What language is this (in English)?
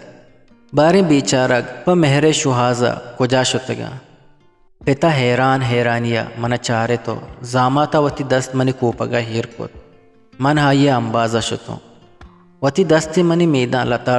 Eastern Balochi